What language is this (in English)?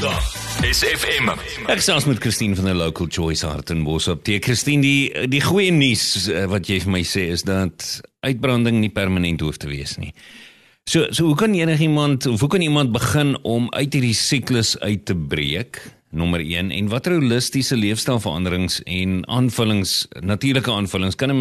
Afrikaans